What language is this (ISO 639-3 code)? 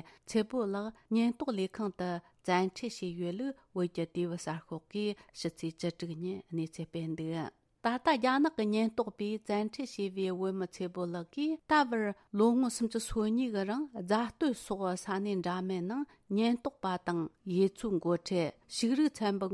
bod